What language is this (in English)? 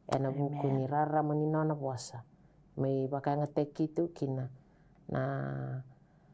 Fijian